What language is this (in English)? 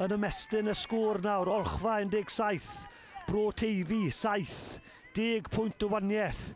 Welsh